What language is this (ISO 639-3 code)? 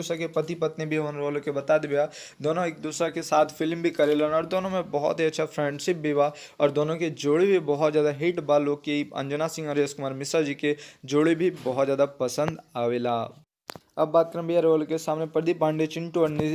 bho